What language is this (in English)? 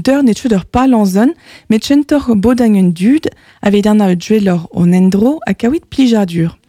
Breton